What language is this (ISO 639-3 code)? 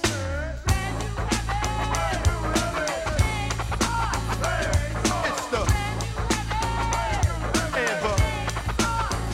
eng